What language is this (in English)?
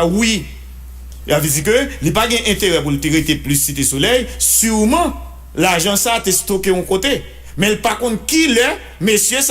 Haitian Creole